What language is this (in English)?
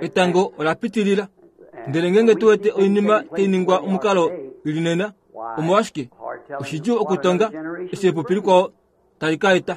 Kuanyama